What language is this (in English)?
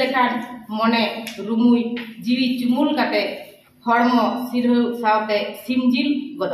Santali